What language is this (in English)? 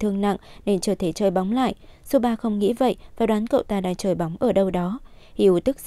Vietnamese